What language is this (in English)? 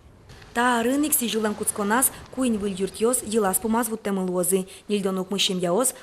Udmurt